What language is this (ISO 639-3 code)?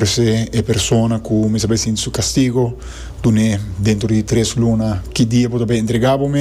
pap